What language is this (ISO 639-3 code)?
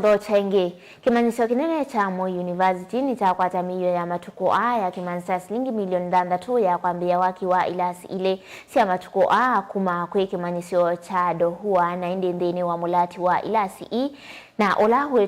kam